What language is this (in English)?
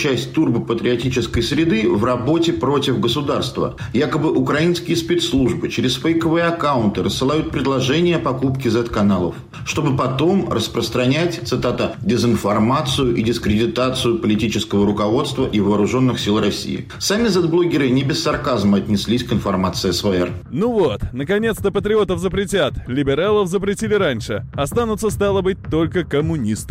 Russian